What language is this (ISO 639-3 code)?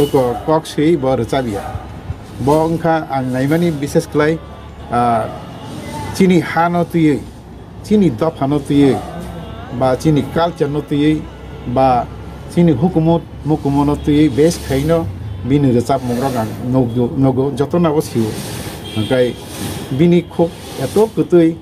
trp